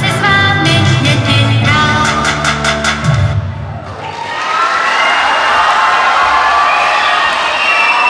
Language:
Czech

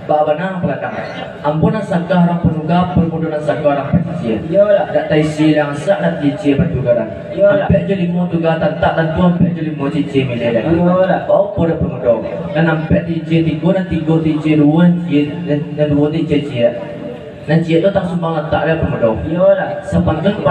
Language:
Minangkabau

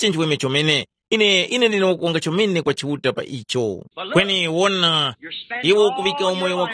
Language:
Tumbuka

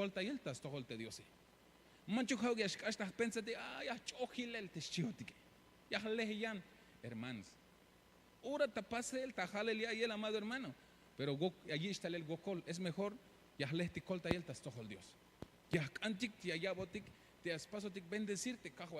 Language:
Tzeltal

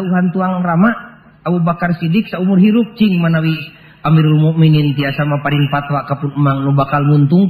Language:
Sundanese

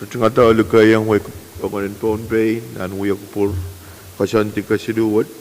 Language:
Pohnpeian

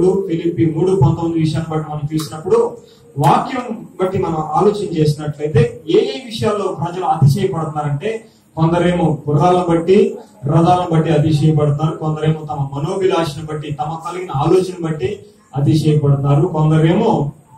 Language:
Telugu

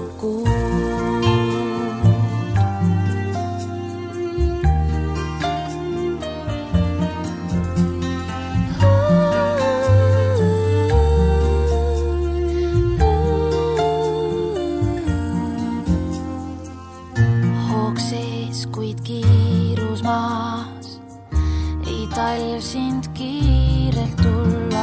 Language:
Estonian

